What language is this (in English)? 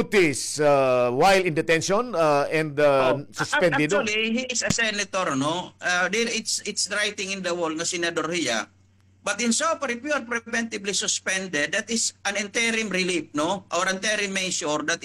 Waray